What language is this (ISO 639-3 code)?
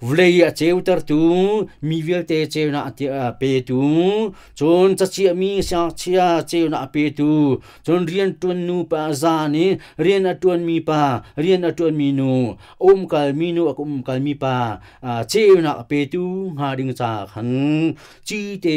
cnh